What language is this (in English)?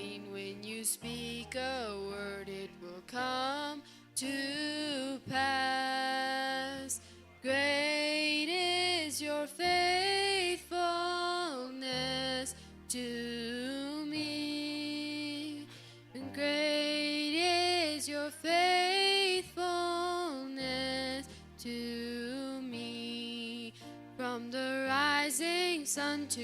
Plautdietsch